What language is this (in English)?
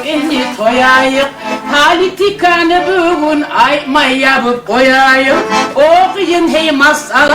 Kumyk